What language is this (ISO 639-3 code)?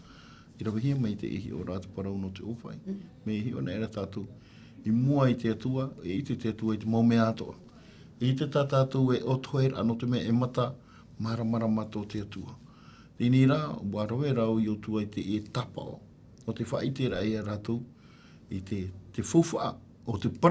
tah